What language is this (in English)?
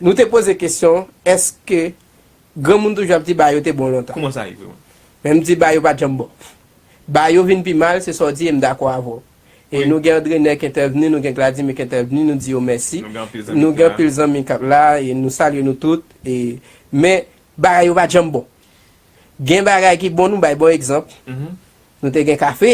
Haitian Creole